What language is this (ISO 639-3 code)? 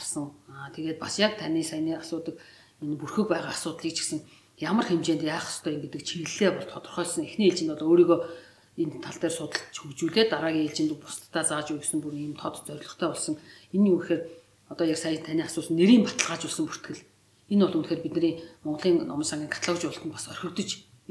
mon